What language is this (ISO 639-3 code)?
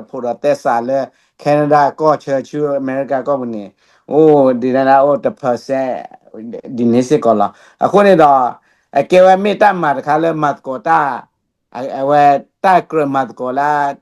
ksw